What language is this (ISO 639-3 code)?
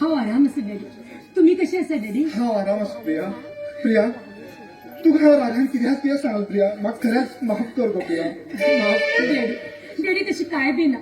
kok